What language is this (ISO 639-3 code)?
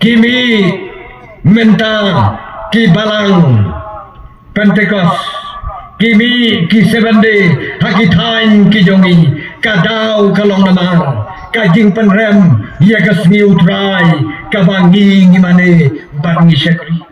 kha